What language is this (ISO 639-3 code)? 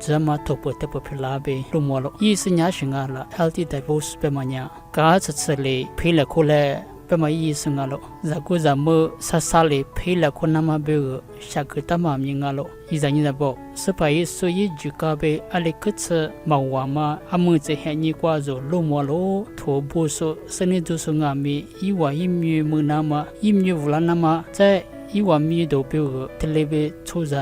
lis